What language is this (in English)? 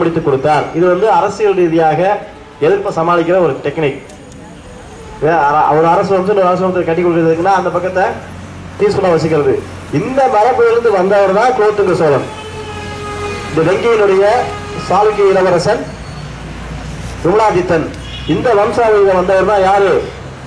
Tamil